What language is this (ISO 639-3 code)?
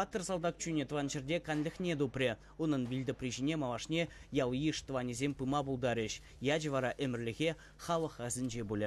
chv